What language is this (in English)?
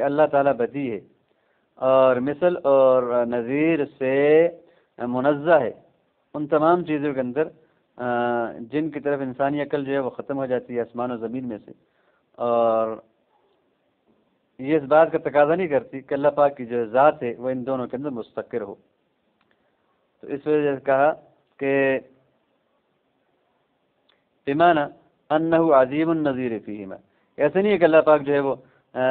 Urdu